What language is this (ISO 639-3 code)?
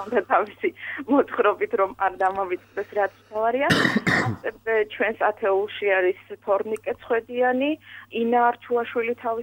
kat